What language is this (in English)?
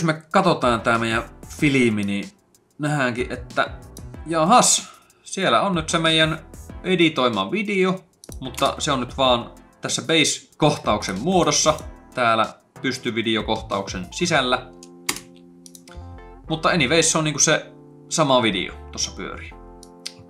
Finnish